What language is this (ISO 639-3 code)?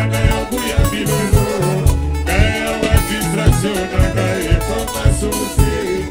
swa